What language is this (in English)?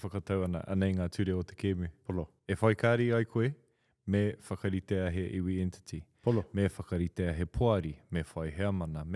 Māori